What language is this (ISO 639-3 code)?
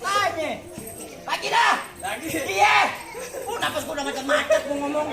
bew